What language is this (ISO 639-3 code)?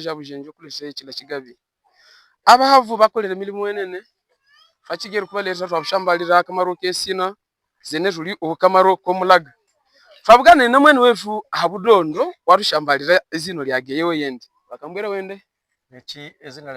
hav